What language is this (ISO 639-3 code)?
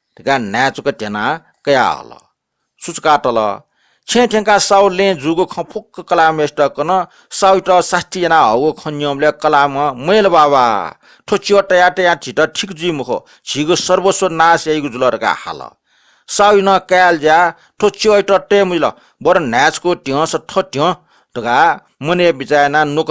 new